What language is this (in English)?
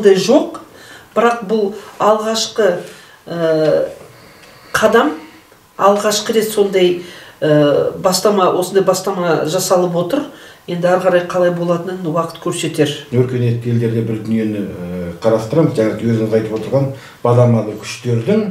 Kazakh